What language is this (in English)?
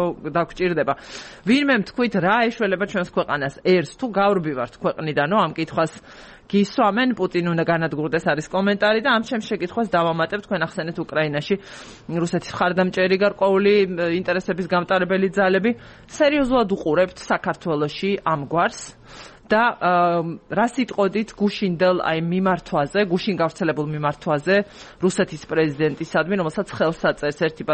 Georgian